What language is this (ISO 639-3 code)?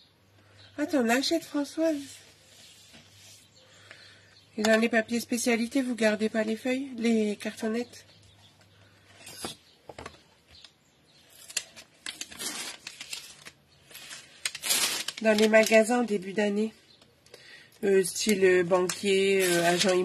fra